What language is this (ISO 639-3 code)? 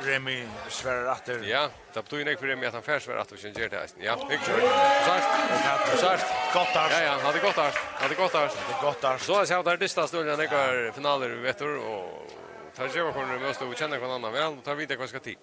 fao